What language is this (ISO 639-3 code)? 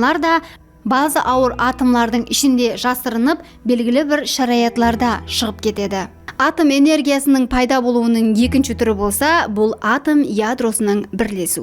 kaa